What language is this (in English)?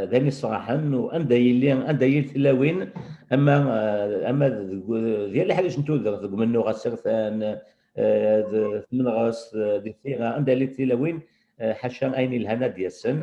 Kabyle